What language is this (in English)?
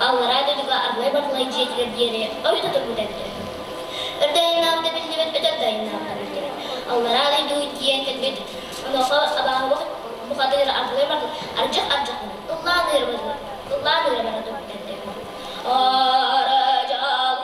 Yakut